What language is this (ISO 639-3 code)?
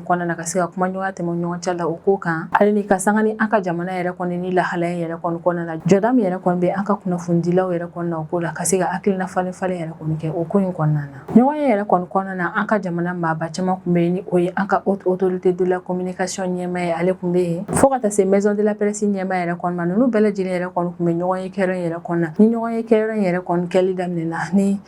bam